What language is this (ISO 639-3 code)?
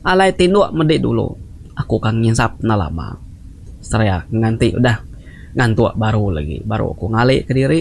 iba